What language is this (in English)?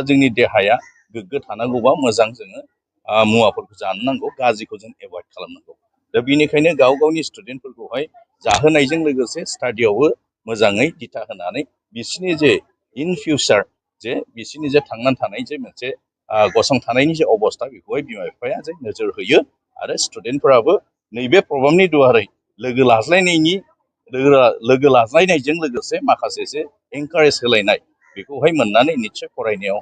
Bodo